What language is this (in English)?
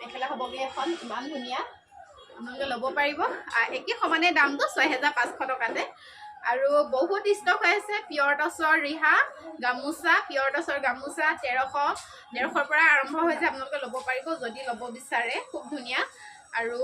Assamese